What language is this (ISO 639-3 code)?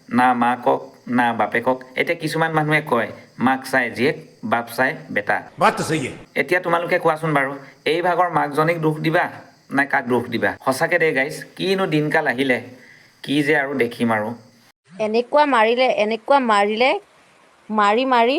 asm